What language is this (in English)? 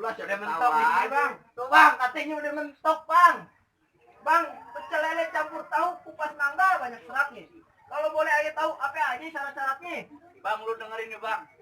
Betawi